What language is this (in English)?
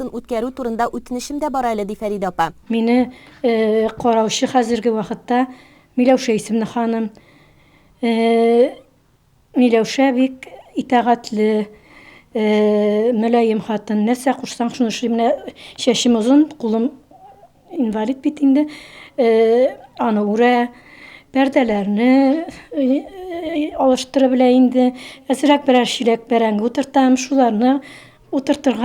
Tatar